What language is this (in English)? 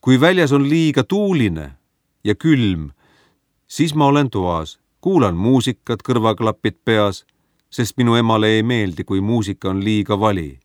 Estonian